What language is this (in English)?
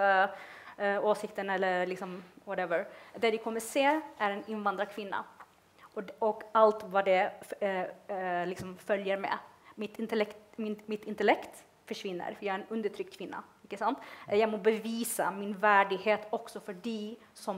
Norwegian